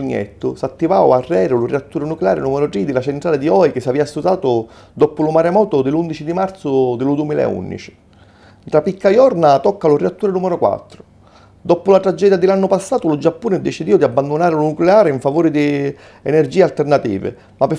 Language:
Sicilian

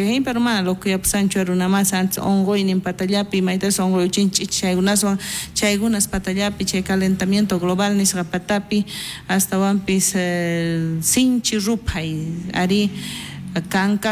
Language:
South Bolivian Quechua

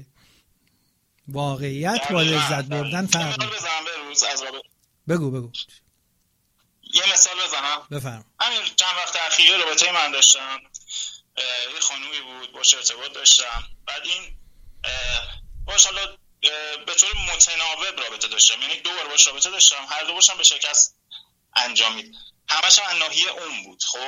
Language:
Persian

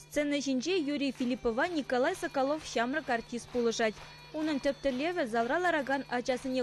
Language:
Chuvash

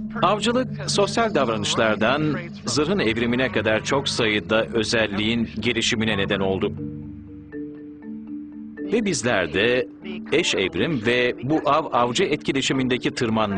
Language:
Turkish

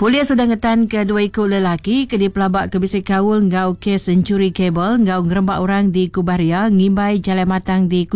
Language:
Iban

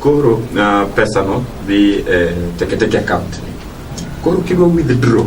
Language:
Luo (Kenya and Tanzania)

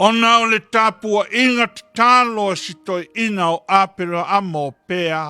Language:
Samoan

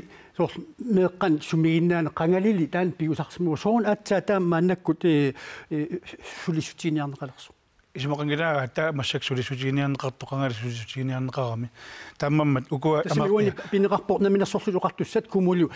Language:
Kalaallisut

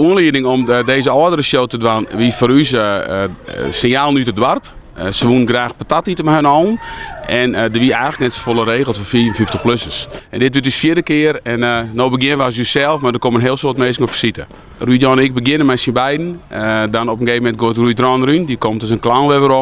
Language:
Western Frisian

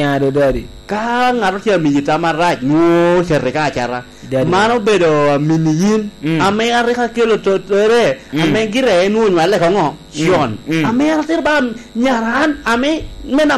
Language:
Lango (Uganda)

